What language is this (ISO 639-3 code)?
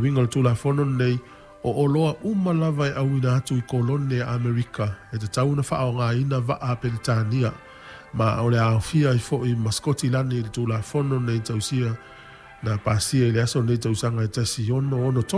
smo